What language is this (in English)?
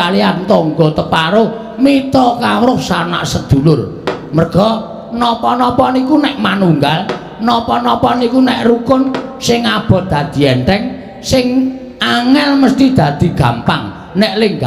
Javanese